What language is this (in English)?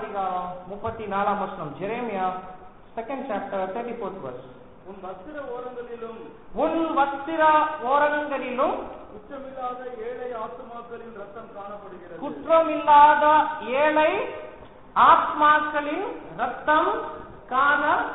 Tamil